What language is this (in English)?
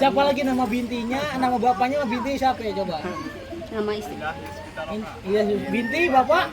Betawi